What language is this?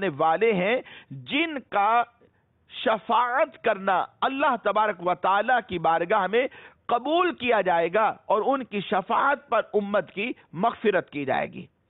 Urdu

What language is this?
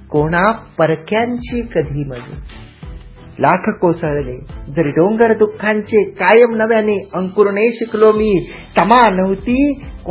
Marathi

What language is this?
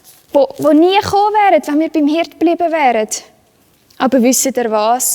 Swiss German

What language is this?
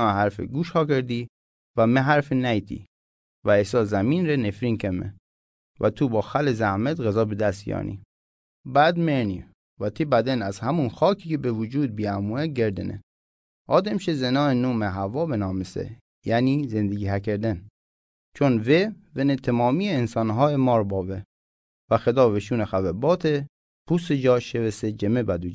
Mazanderani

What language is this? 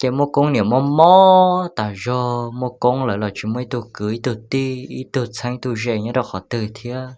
Hmong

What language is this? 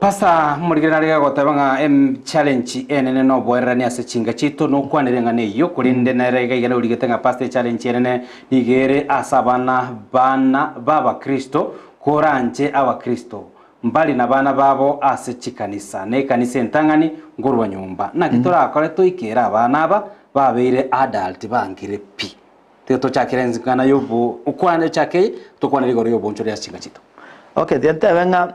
Gusii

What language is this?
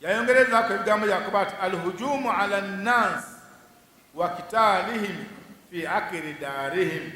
Ganda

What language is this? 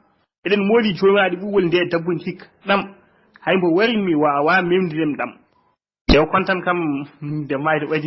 Fula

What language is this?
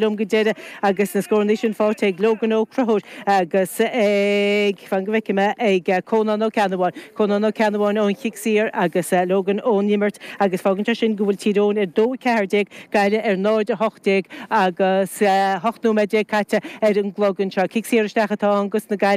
Irish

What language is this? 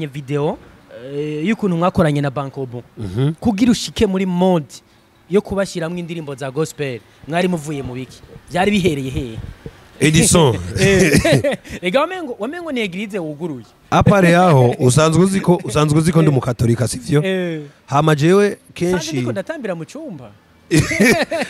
Rundi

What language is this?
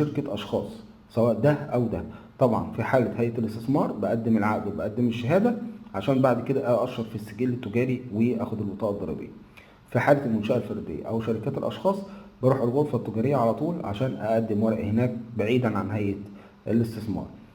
Egyptian Arabic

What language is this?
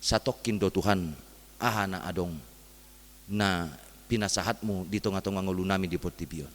Batak Toba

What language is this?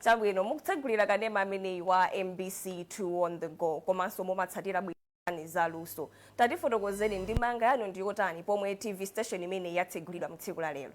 Nyanja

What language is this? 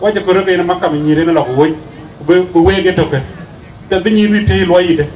Dinka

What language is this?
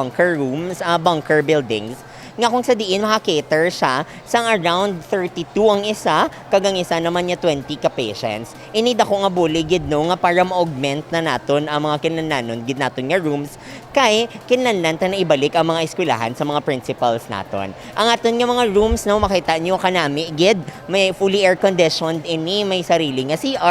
Hiligaynon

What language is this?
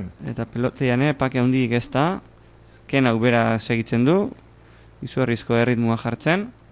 Basque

